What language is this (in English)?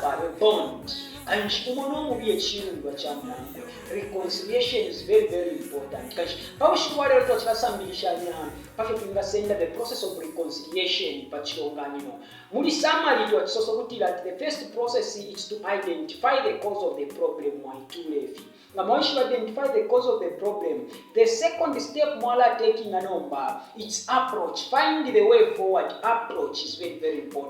Bemba